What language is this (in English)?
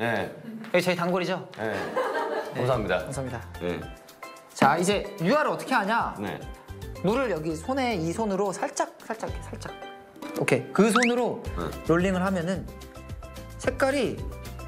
Korean